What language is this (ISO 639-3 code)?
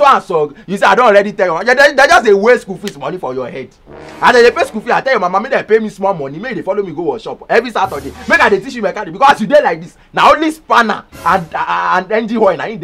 pcm